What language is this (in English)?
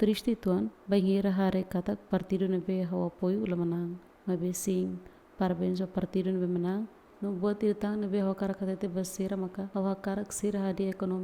Tetum